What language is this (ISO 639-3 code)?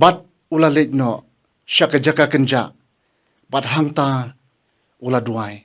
kha